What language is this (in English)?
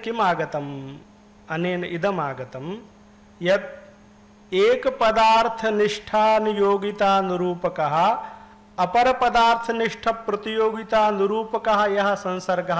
Sanskrit